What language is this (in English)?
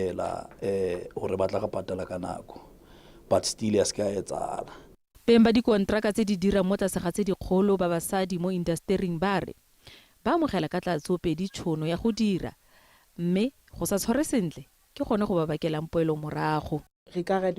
Northern Sotho